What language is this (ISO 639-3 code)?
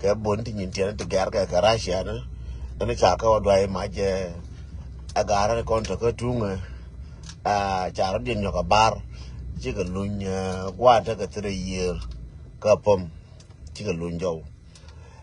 nus